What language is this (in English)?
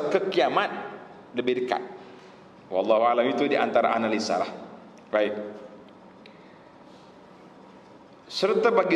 Malay